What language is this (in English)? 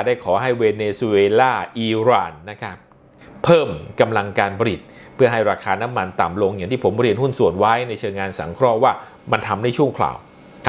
Thai